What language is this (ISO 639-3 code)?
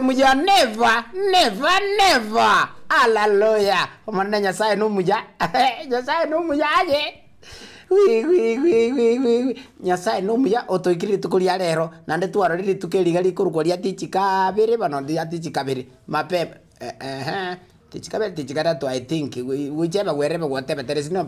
guz